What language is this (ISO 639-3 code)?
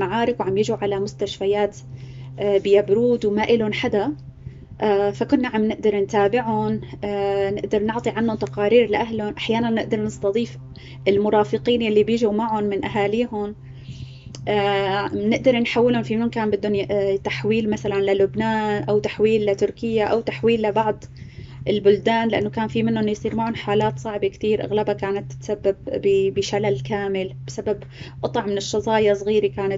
apc